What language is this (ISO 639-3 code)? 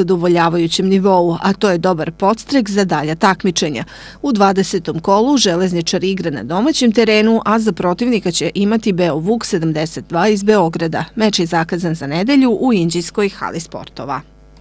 srp